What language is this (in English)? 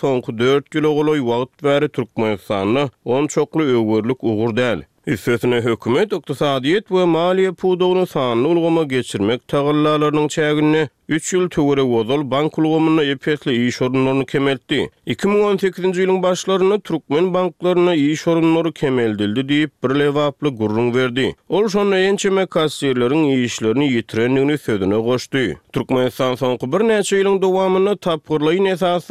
Turkmen